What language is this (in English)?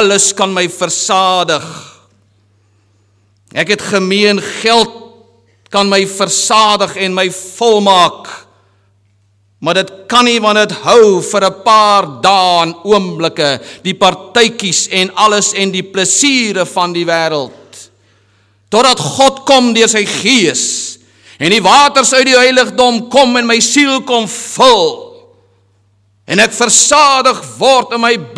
Afrikaans